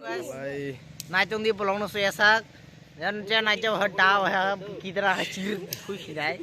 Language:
Kok Borok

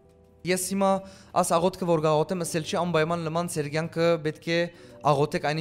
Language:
Western Armenian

